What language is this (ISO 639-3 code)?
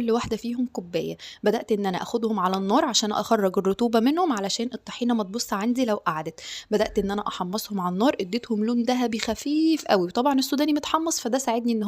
arz